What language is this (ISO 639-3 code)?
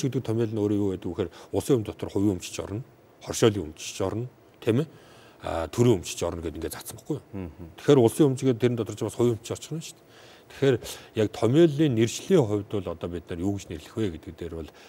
mon